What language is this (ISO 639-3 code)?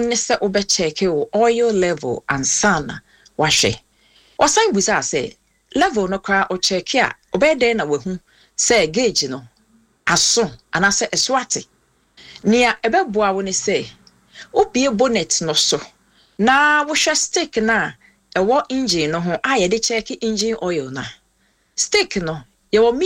aka